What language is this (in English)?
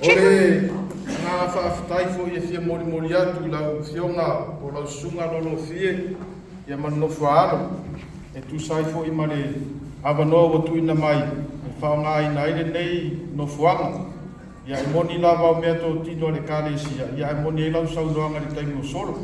Samoan